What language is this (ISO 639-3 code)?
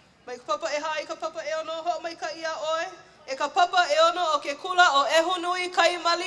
haw